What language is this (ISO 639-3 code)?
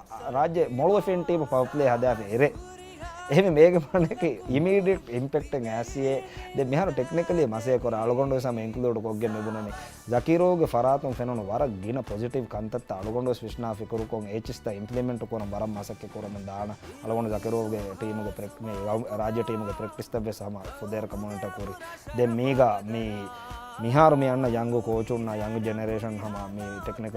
div